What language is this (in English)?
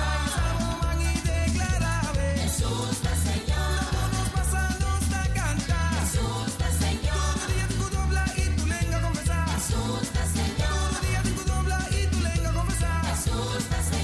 Papiamento